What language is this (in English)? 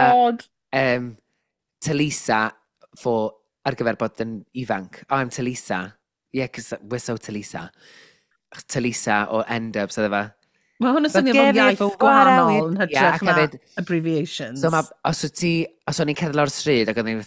Welsh